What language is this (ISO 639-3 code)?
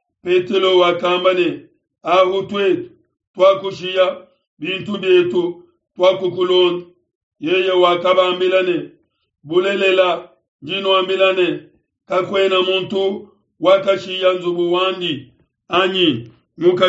lua